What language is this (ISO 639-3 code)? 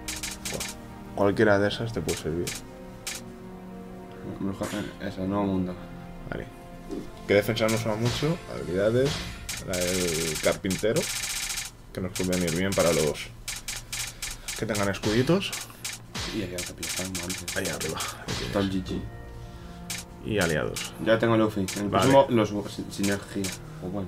spa